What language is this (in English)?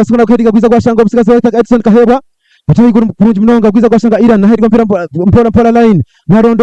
Nyankole